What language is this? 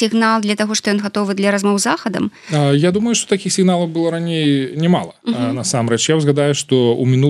Belarusian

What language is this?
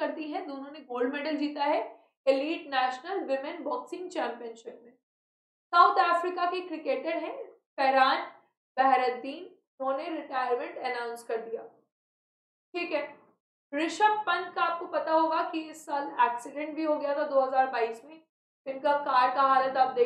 Hindi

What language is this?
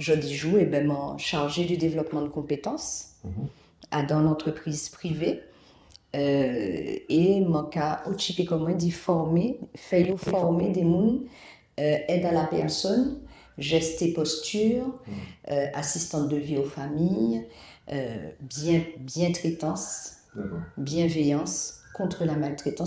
Guadeloupean Creole French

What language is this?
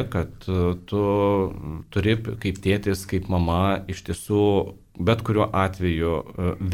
Lithuanian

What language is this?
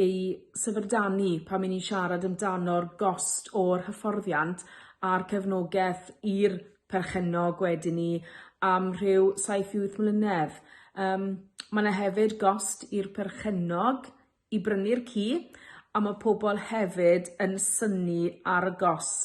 Welsh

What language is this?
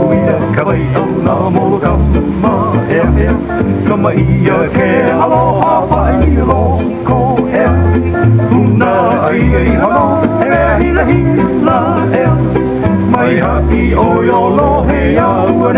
Hawaiian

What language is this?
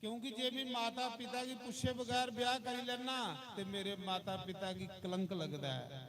Dogri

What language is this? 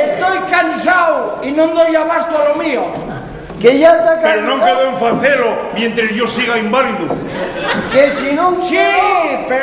Asturian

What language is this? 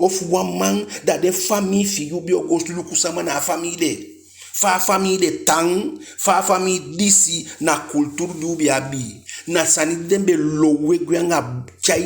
Eastern Maroon Creole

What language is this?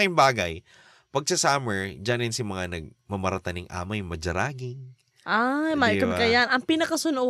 Bikol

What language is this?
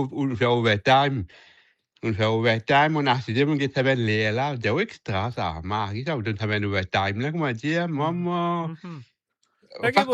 Morisyen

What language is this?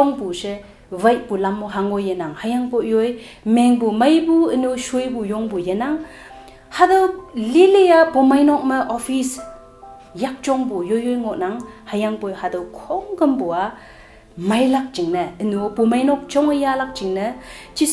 Konyak Naga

